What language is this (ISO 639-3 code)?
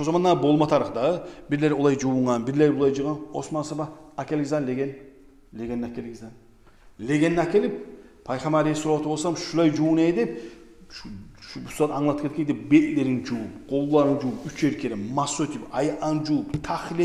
kum